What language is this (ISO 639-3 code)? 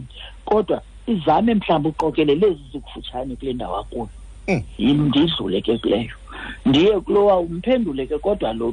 xho